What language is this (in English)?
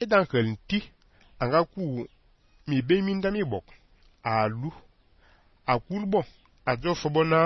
Fang